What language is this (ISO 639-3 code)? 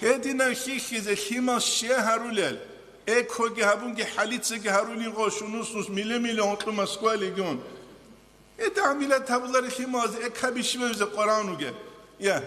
ava